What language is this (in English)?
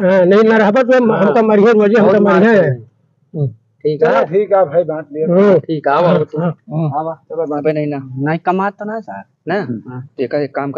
Awadhi